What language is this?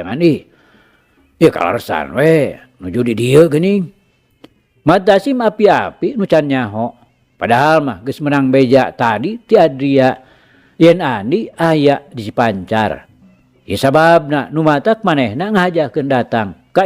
Sundanese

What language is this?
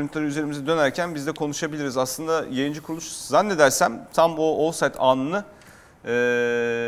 Turkish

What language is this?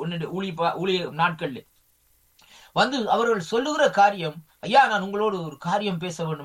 Tamil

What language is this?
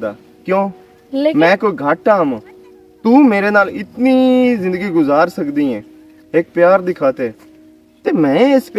Western Panjabi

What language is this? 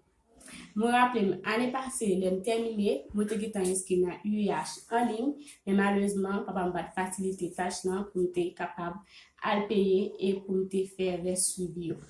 Haitian Creole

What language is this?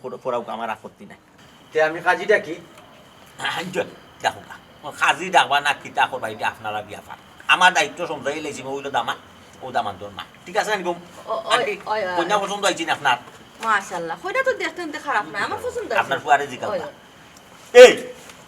Sylheti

